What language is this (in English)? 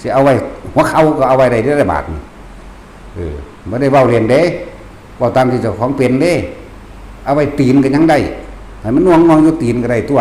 Northeastern Thai